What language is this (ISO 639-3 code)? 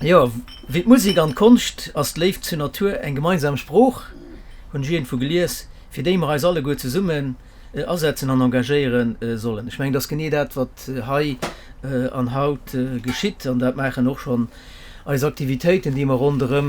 ltz